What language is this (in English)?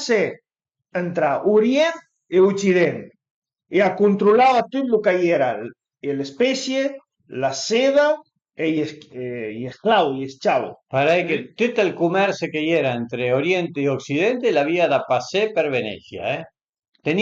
Piedmontese